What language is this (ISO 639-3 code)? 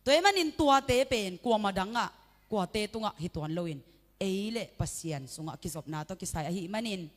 ctd